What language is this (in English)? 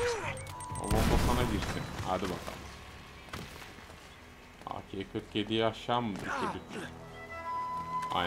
Turkish